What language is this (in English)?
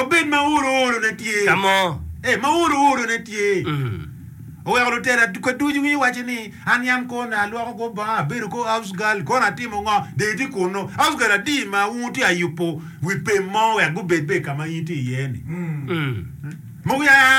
Acoli